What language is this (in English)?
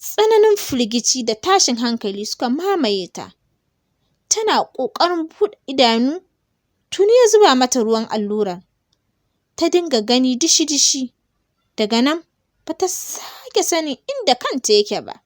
Hausa